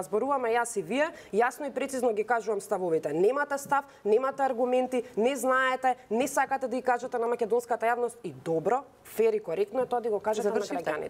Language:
Macedonian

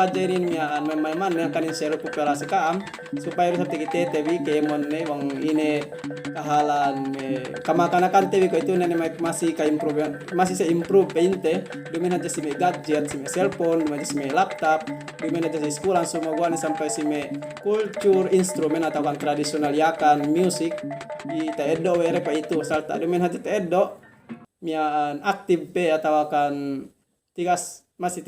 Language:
Yakan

